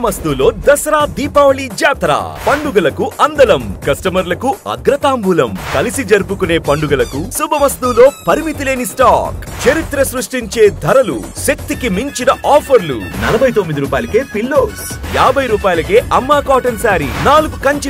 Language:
Telugu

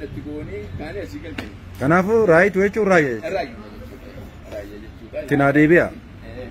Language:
Oromo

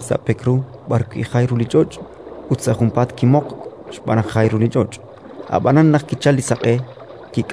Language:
Kekchí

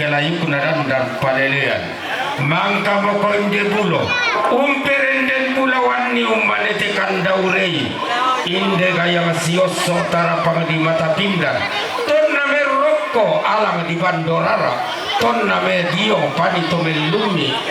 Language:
Toraja-Sa'dan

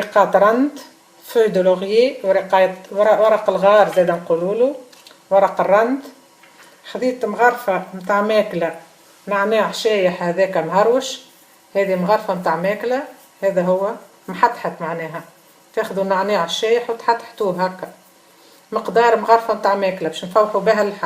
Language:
Tunisian Arabic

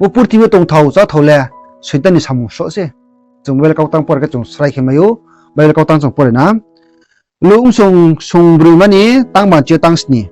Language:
Riang (India)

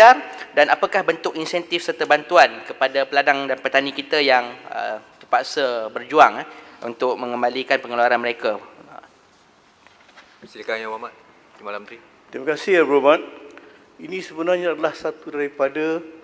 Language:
Malay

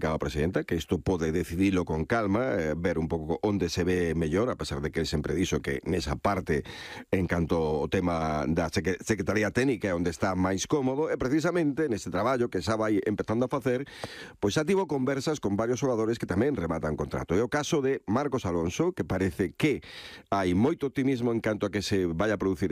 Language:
Galician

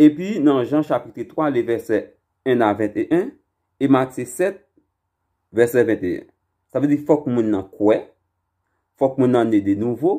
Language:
Haitian Creole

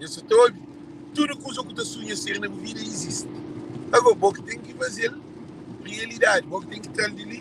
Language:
Kabuverdianu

